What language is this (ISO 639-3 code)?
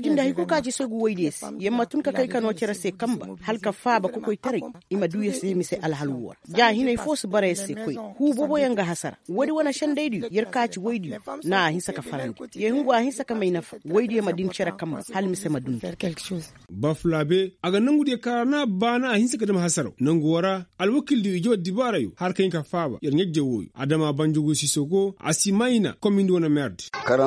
ses